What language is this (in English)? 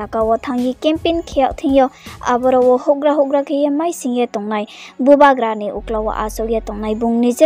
Riang (India)